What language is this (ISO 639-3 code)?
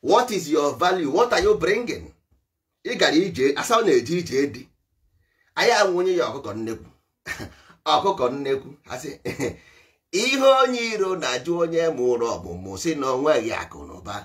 ibo